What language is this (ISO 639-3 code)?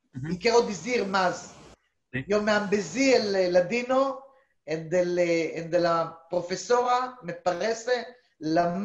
lad